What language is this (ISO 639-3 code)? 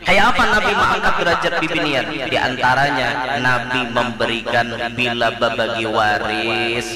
bjn